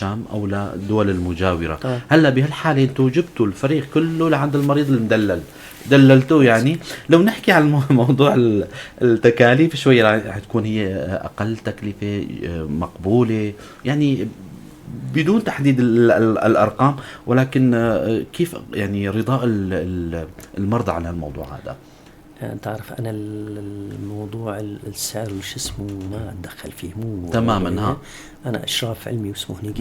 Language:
North Levantine Arabic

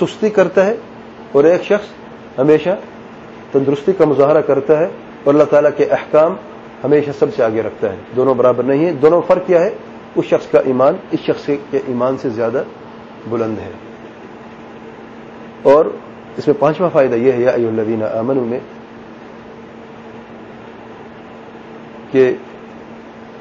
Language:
Urdu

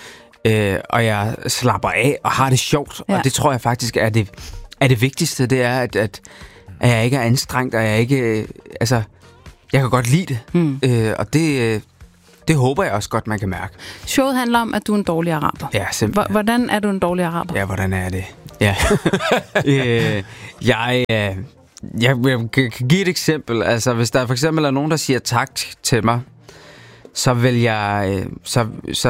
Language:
Danish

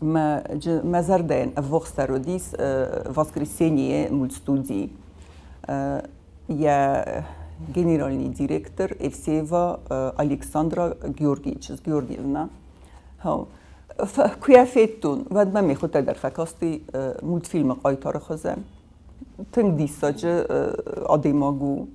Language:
Ossetic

